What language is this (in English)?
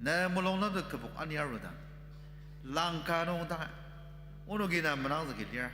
Ao Naga